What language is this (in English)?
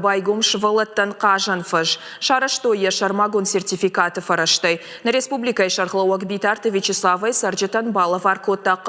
Ossetic